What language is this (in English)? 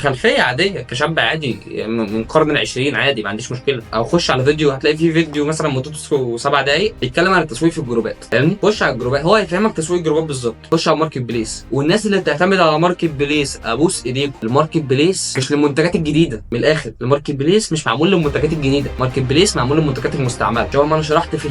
Egyptian Arabic